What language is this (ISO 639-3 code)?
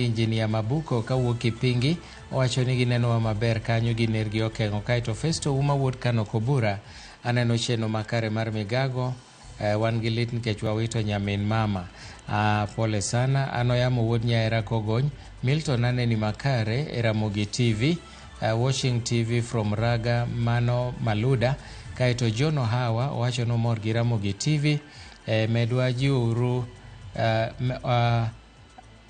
luo